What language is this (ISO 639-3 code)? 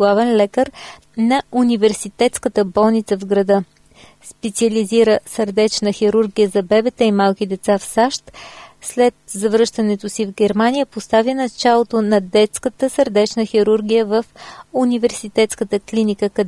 bul